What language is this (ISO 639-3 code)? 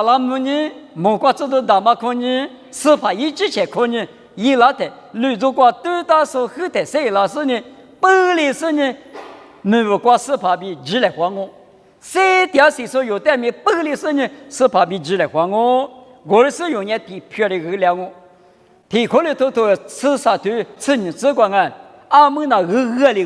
lis